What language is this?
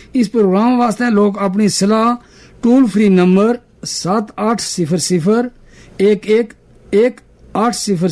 Gujari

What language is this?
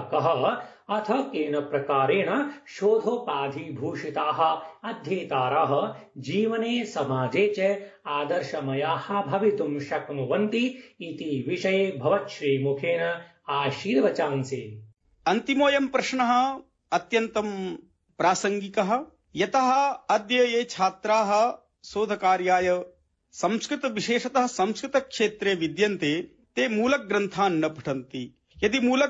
Sanskrit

